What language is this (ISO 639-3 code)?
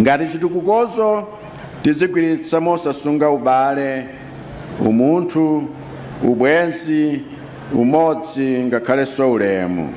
nya